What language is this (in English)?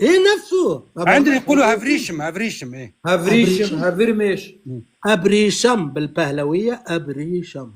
North Levantine Arabic